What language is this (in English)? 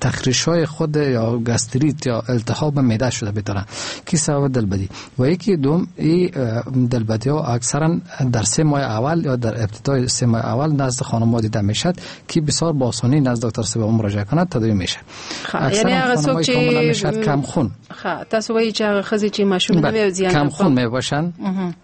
Persian